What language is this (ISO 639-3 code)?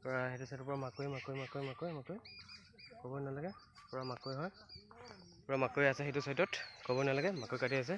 asm